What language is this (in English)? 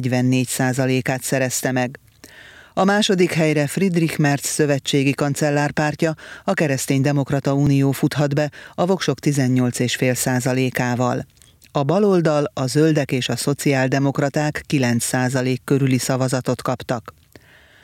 Hungarian